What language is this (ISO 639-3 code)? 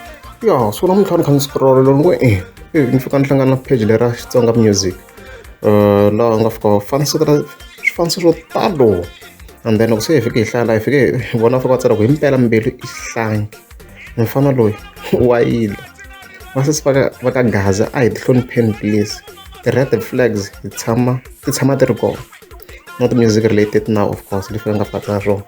tso